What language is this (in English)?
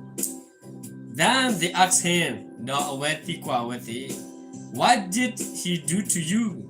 S'gaw Karen